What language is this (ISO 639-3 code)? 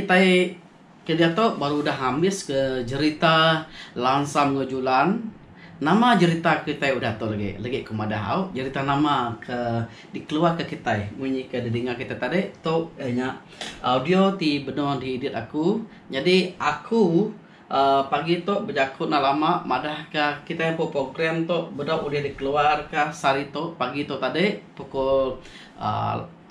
iba